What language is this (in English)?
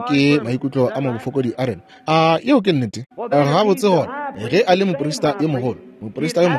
Northern Sotho